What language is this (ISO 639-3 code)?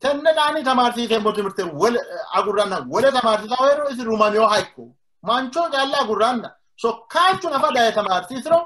sid